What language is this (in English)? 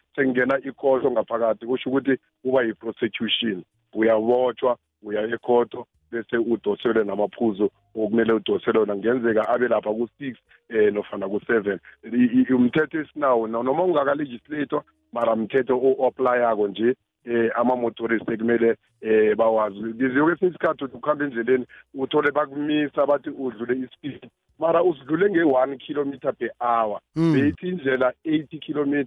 South Ndebele